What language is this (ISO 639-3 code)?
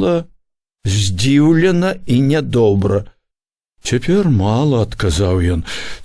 bel